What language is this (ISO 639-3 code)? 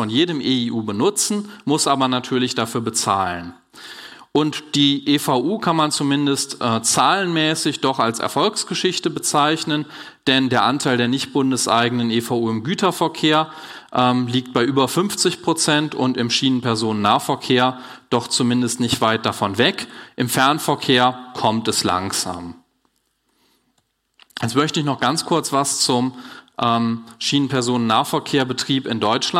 deu